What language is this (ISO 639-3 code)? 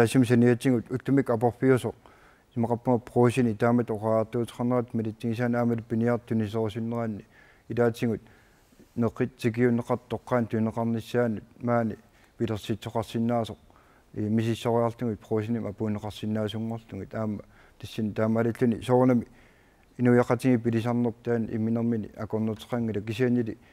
kal